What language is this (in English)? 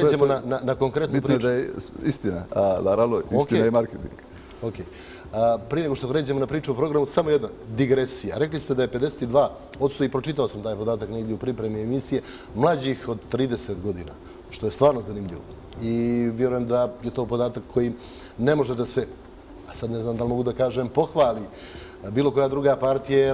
Bosnian